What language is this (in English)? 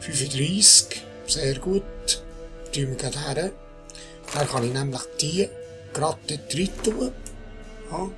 Swiss German